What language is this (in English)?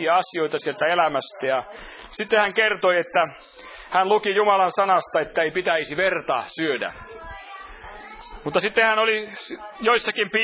Finnish